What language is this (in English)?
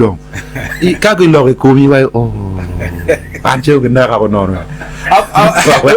Acoli